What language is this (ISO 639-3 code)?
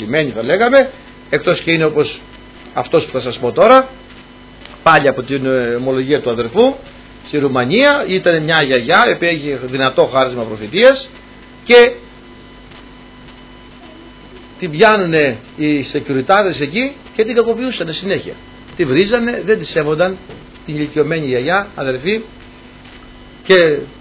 ell